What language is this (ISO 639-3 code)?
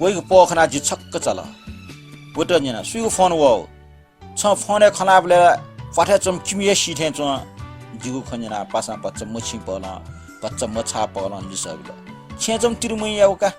new